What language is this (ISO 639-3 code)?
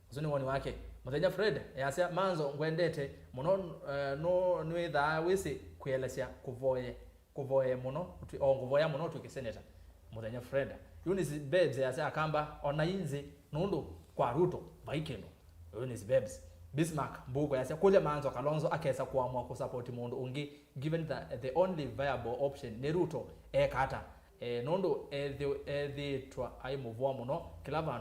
kam